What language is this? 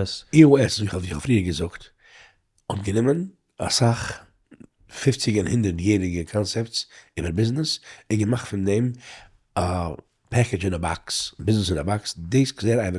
Yiddish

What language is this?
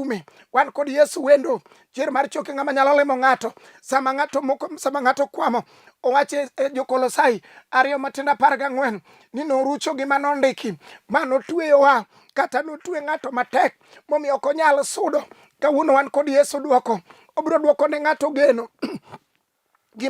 Luo (Kenya and Tanzania)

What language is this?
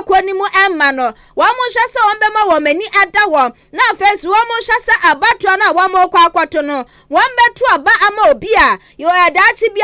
Akan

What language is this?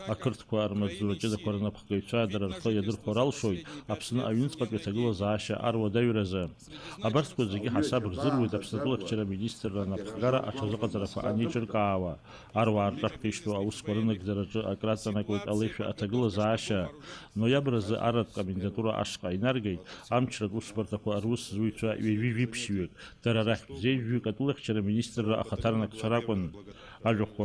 Abkhazian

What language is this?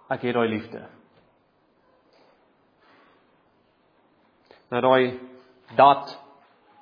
Afrikaans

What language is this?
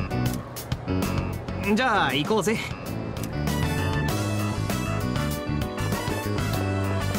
Japanese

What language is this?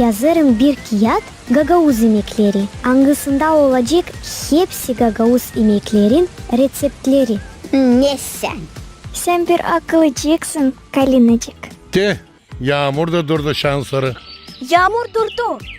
Gagauz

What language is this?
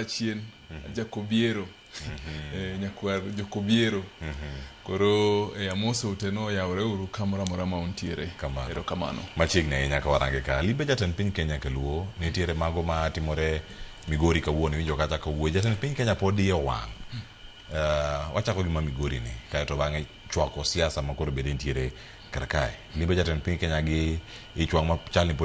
Luo (Kenya and Tanzania)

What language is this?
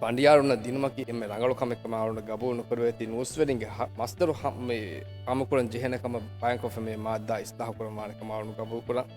Divehi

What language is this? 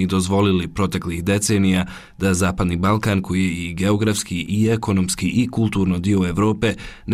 Bosnian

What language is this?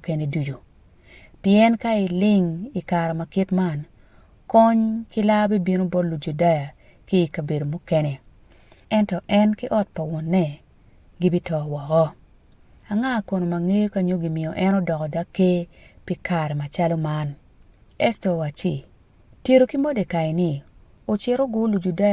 Acoli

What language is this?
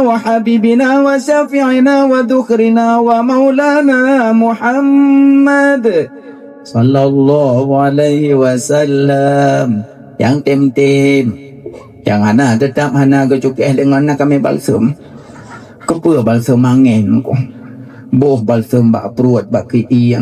Achinese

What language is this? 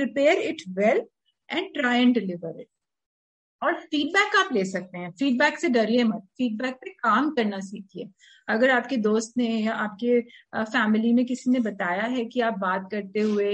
Hindi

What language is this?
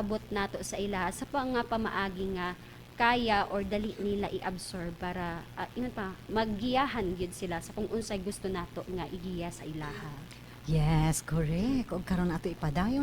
Cebuano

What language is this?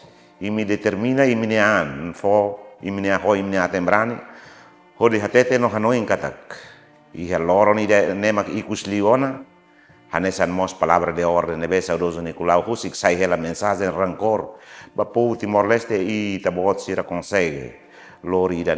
Tetum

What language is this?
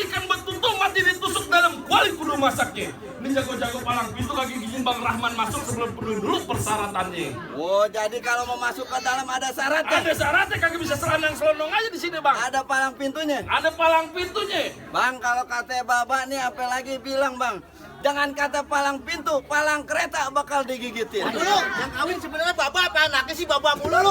Betawi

